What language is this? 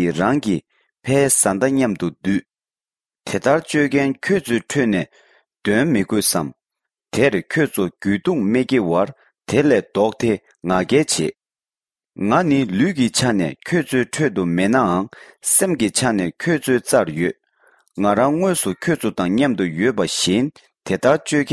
Tibetan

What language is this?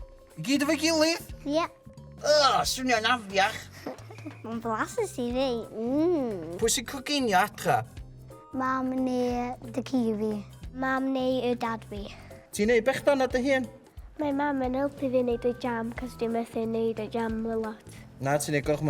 Welsh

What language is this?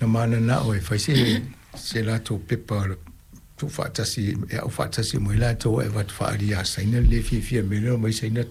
Samoan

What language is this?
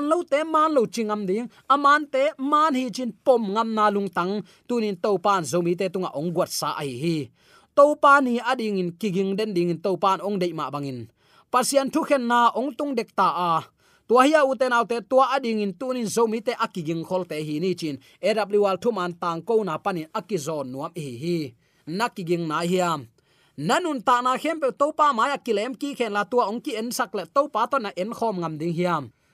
Tedim Chin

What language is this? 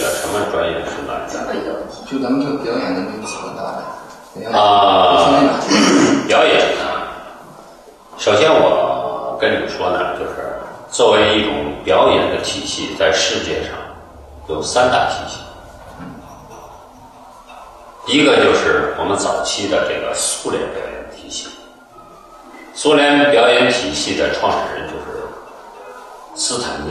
Chinese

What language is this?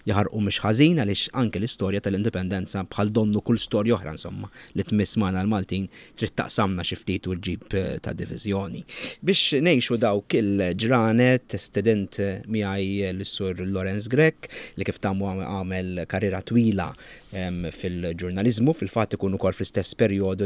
Maltese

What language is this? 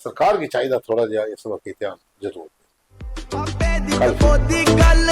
Dogri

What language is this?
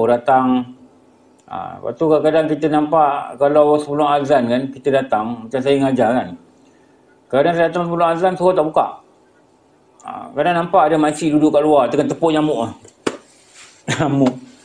Malay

